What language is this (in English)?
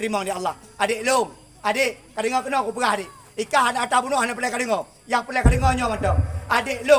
Achinese